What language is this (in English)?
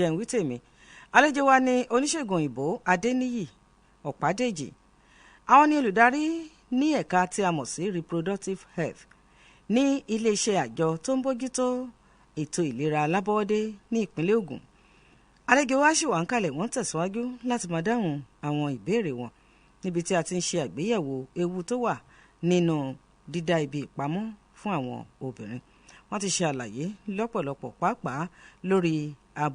Yoruba